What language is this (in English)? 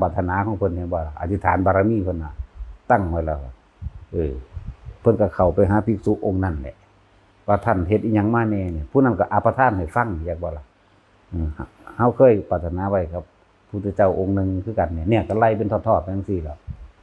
Northeastern Thai